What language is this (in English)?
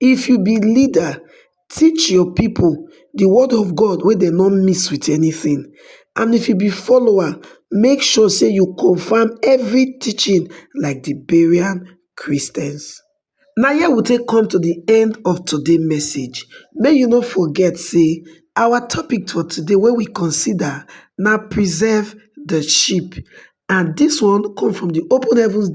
Nigerian Pidgin